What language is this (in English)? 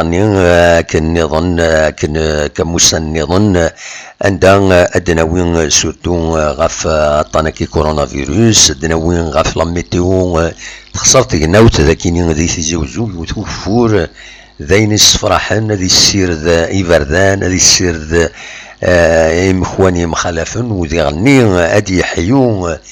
Kabyle